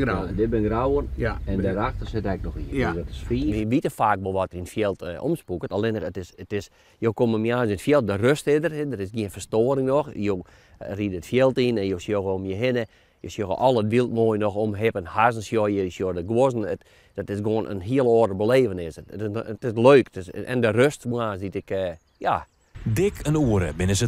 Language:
Western Frisian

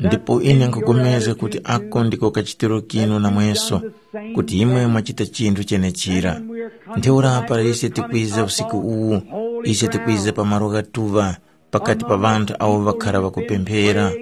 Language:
Tumbuka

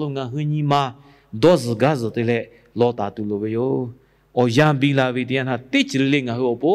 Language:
Lahu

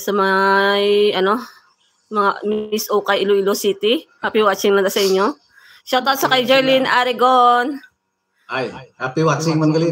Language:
Hiligaynon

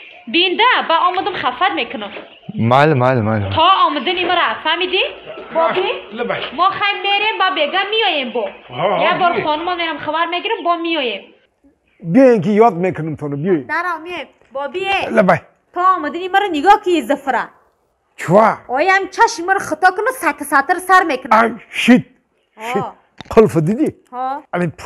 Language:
Tajik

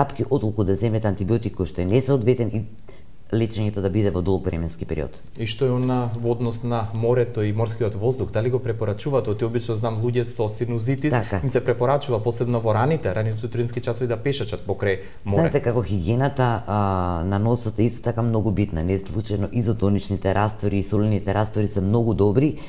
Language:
Macedonian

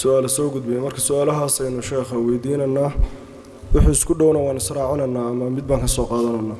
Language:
Somali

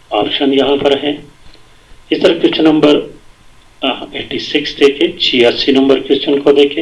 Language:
Urdu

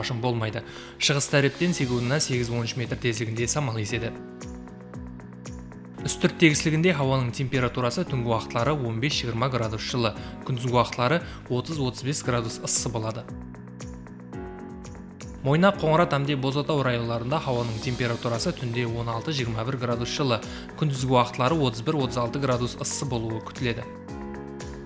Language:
Kara-Kalpak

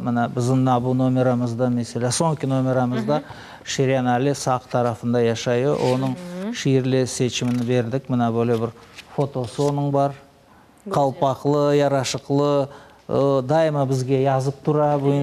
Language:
Crimean Tatar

